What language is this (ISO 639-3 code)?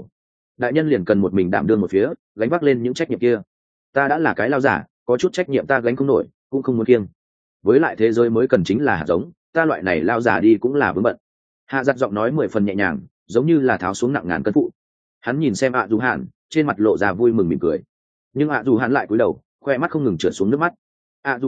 vie